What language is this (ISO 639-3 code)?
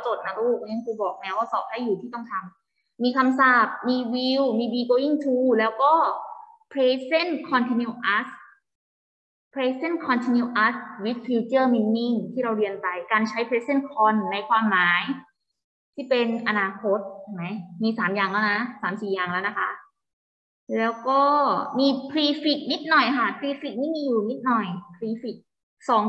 tha